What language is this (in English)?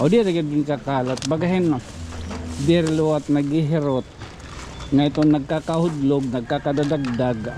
Waray